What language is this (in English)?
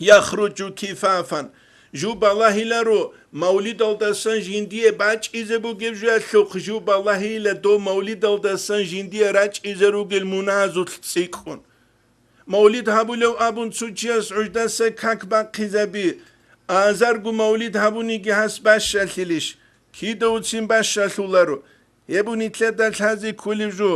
Avaric